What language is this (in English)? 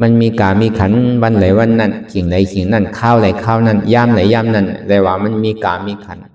Shan